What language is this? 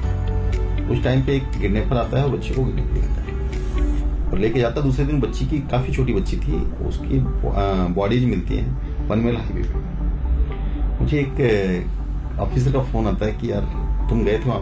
Hindi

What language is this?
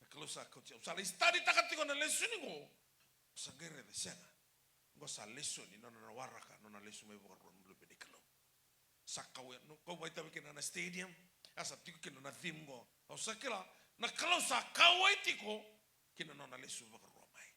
Fijian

